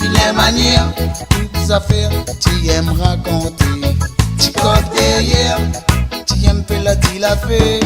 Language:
Réunion Creole French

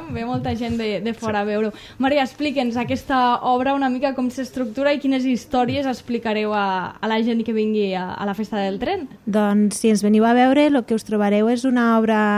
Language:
Catalan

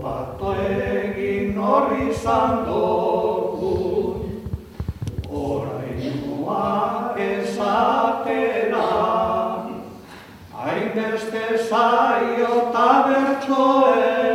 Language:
Basque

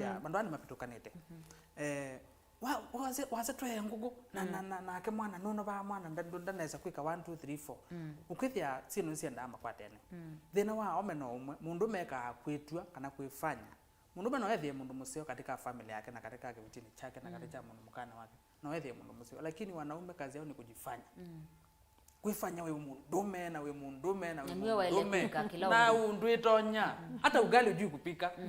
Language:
Kamba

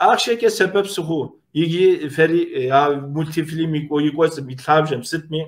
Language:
Kabardian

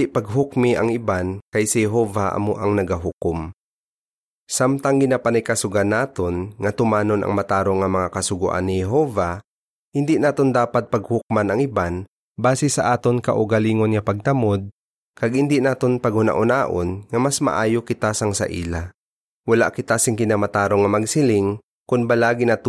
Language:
Hiligaynon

